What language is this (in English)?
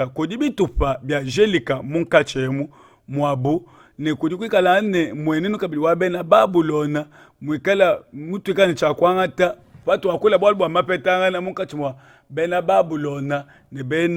Luba-Lulua